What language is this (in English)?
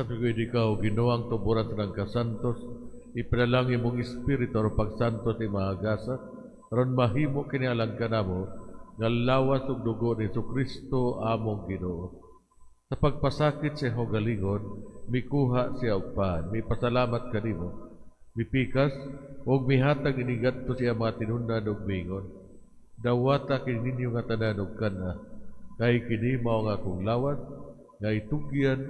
Cebuano